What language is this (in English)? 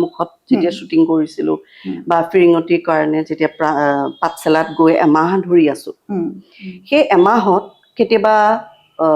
Assamese